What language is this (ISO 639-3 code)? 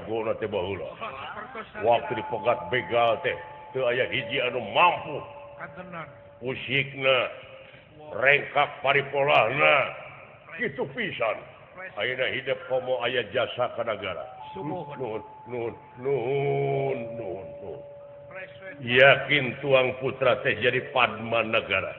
sun